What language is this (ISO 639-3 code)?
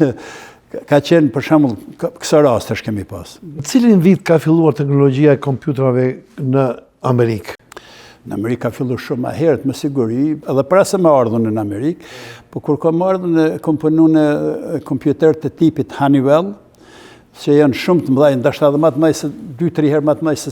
sqi